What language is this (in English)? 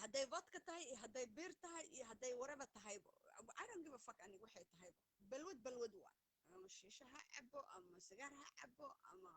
Somali